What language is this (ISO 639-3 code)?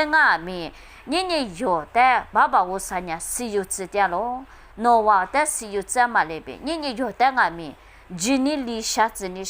lis